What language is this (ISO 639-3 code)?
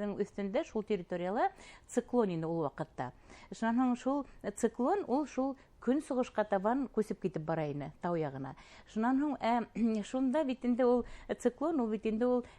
bak